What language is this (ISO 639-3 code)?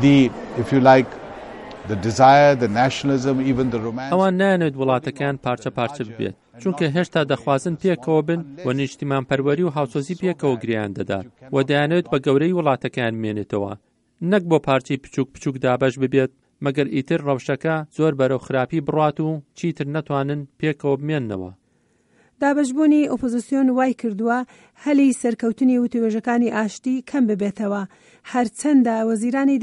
ckb